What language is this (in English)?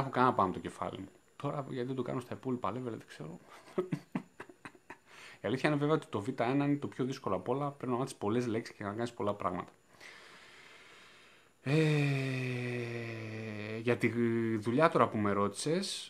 Greek